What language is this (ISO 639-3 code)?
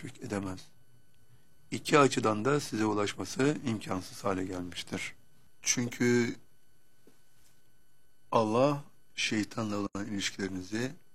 tur